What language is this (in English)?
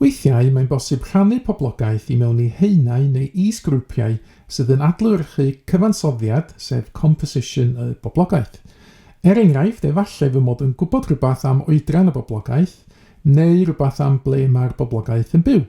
Welsh